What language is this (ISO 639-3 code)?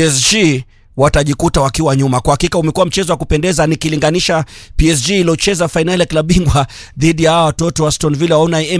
swa